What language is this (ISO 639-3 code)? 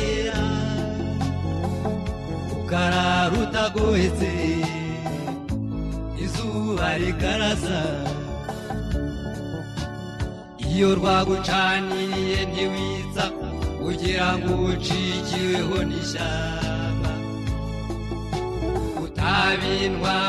kin